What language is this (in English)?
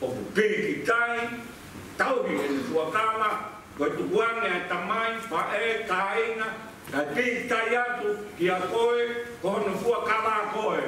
Tongan